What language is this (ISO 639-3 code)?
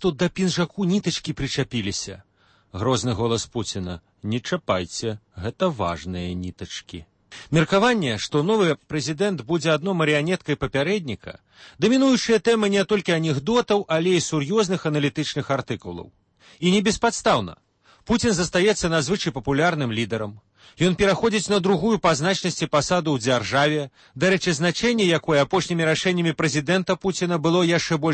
bel